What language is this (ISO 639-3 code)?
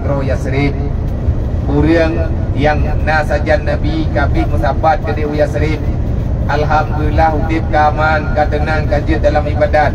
ace